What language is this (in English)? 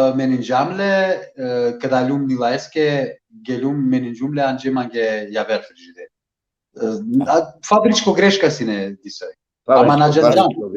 Balkan Romani